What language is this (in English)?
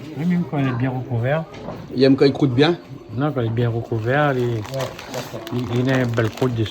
Réunion Creole French